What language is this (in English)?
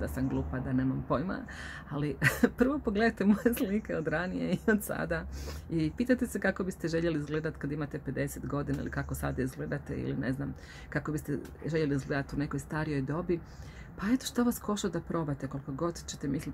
Croatian